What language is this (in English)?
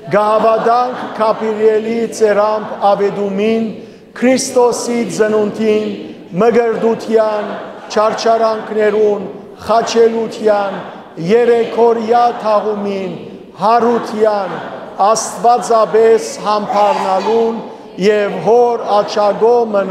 Western Armenian